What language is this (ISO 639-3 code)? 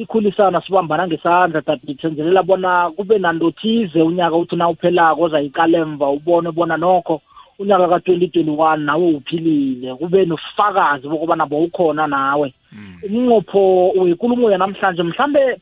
nbl